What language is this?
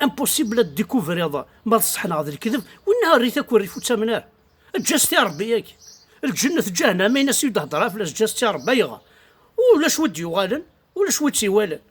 Kabyle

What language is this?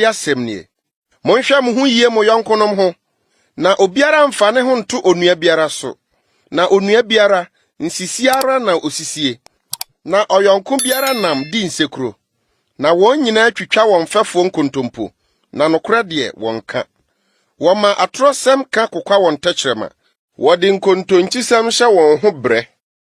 Akan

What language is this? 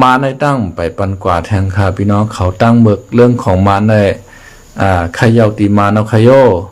Shan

